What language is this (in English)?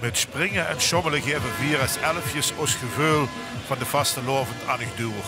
Limburgish